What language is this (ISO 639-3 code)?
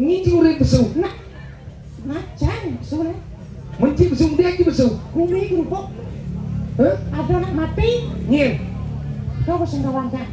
ban